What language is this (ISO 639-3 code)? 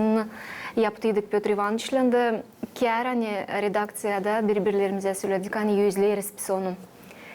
gag